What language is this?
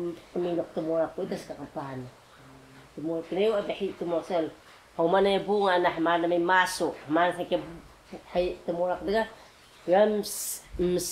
Taroko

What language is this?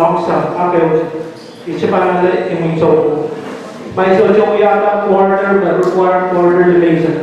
Pohnpeian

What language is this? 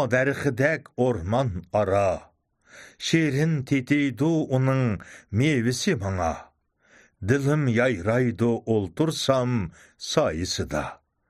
Uyghur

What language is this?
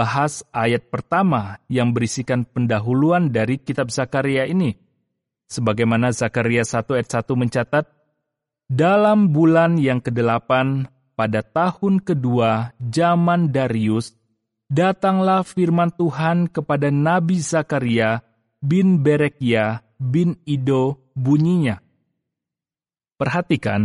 Indonesian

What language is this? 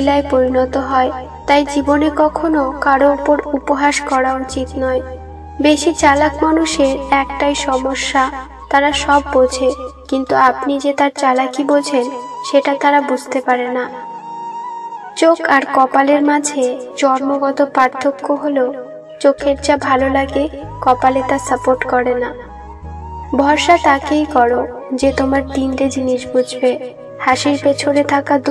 Bangla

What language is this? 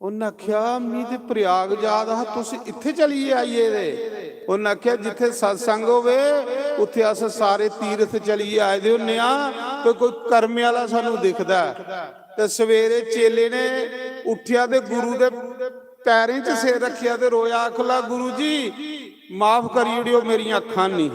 Dogri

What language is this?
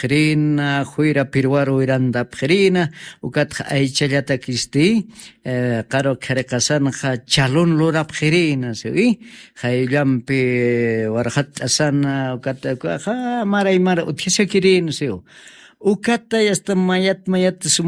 Aymara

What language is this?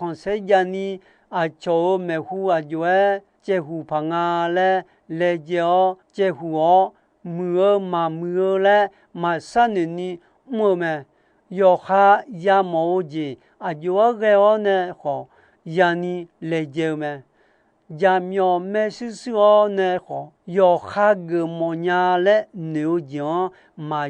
Akha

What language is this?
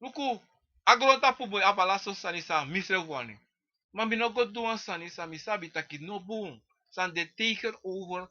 Sranan Tongo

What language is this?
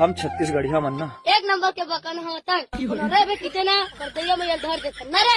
Chhattisgarhi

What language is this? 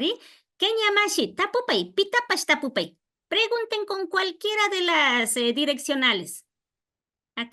Imbabura Highland Quichua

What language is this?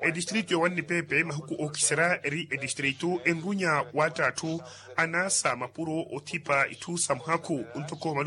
Makhuwa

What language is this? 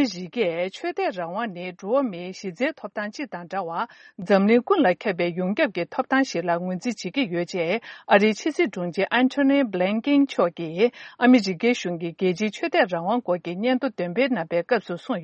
Tibetan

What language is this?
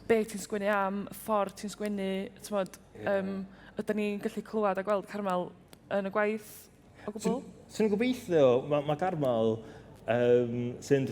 Welsh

